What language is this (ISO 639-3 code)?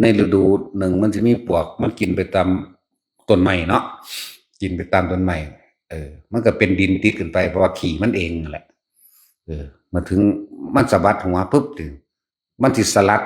tts